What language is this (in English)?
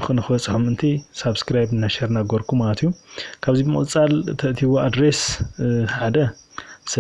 Tigrinya